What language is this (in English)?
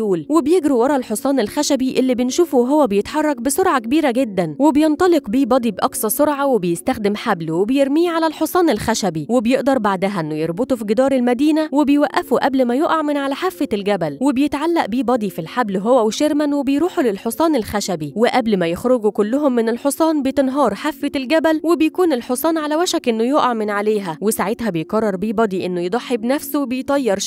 Egyptian Arabic